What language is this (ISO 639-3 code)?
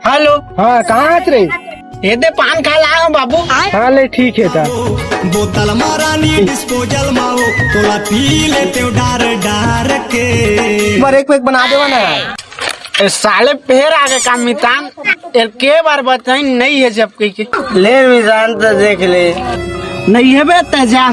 hne